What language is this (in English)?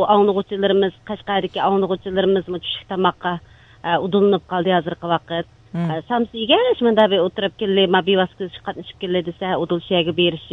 Uyghur